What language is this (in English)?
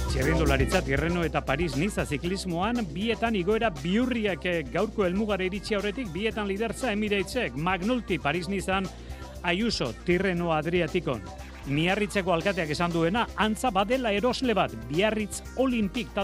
Basque